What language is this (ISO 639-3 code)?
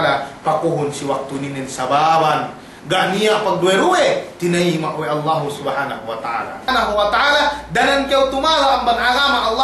yka